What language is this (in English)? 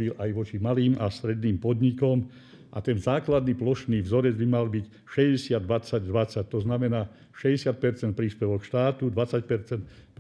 Slovak